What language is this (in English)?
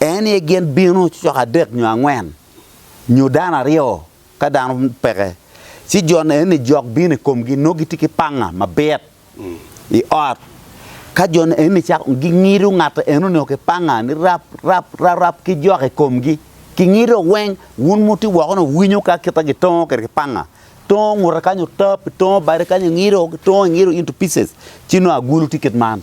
Acoli